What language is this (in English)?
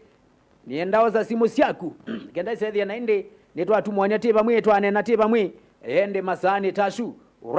Kamba